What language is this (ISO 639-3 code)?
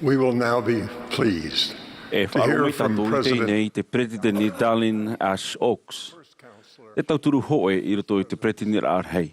tah